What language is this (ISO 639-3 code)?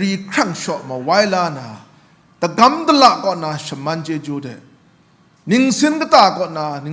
kac